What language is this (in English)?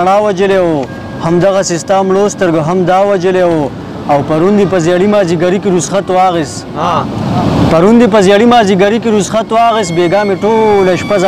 Pashto